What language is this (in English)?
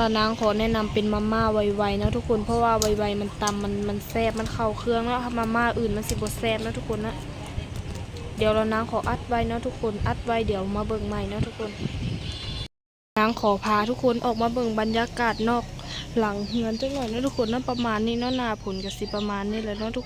Lao